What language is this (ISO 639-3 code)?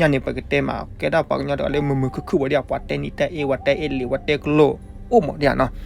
ksw